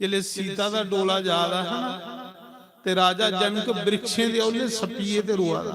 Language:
Dogri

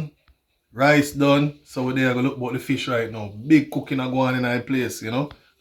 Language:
Jamaican Creole English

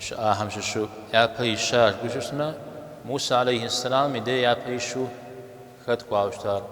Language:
Kabardian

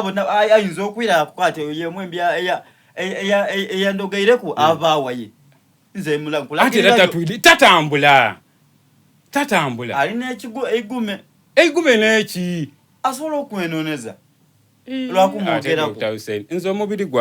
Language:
Soga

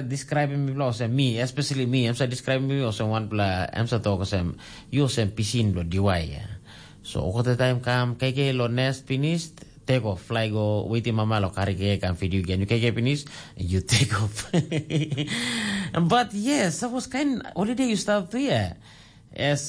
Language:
Tok Pisin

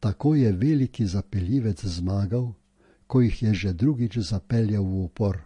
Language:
Slovenian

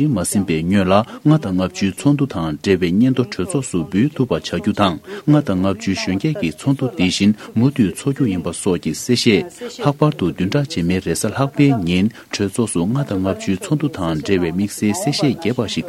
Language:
Tibetan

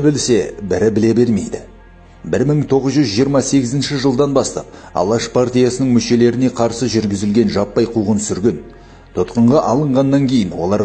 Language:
Kazakh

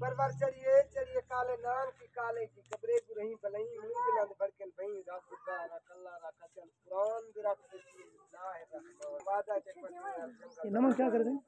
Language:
Saraiki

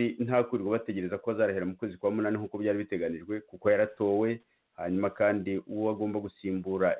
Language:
Kinyarwanda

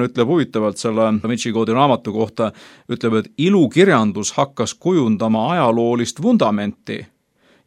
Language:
Estonian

